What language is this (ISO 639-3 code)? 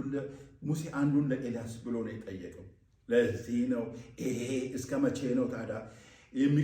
amh